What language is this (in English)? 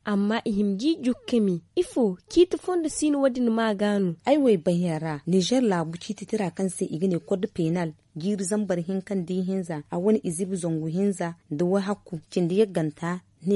Zarma